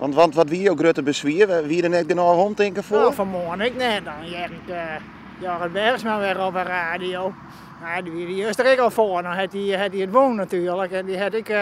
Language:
Western Frisian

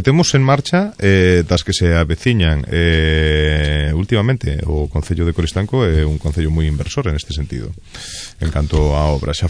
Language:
Galician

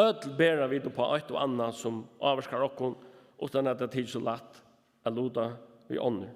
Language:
Faroese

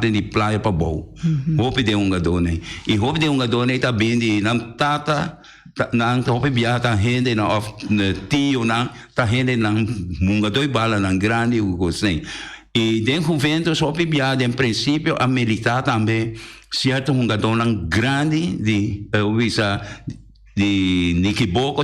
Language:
Papiamento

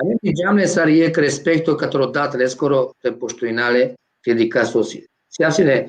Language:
Balkan Romani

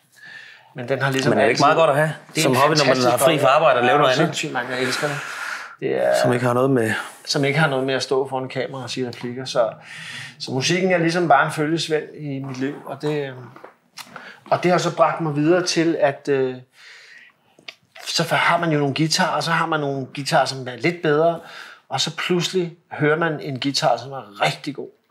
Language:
Danish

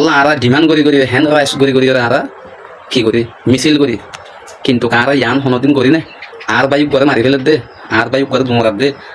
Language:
Rohingya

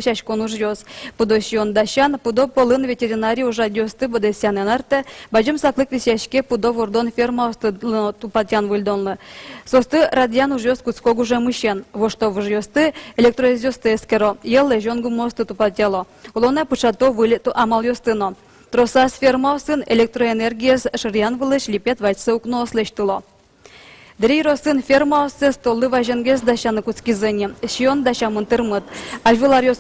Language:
Udmurt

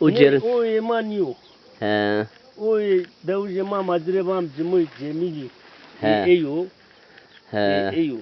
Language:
Zaza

